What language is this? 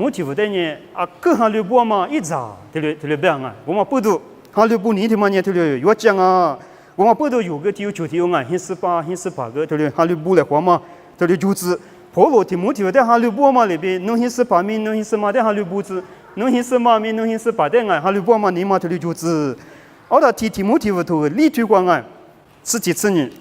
Lisu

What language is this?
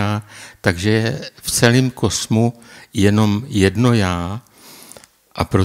Czech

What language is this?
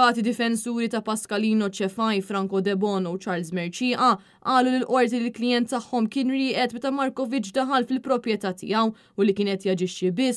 Maltese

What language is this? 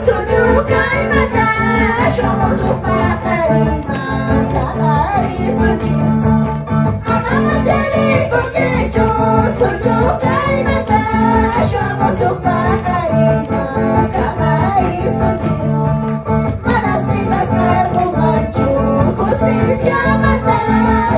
Quechua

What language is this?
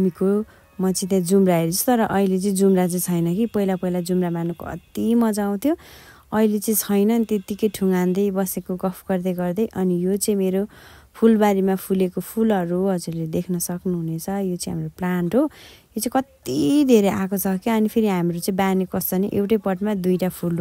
Nepali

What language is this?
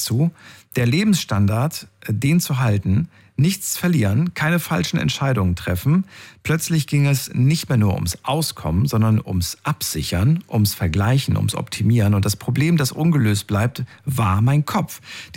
German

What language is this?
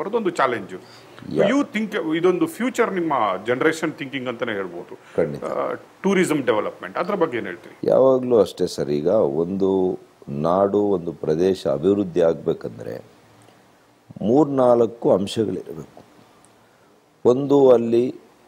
Kannada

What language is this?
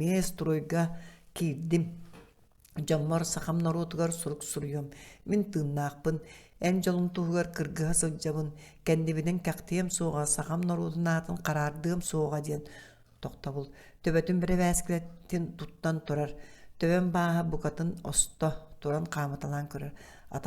Yakut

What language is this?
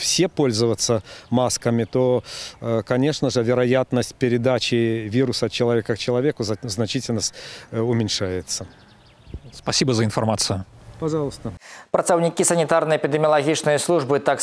Russian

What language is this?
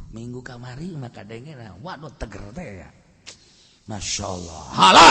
Sundanese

